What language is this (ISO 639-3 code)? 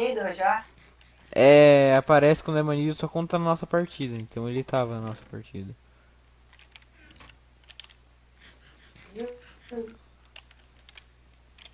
por